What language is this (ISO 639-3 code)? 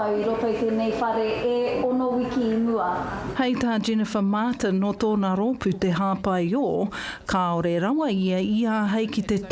mri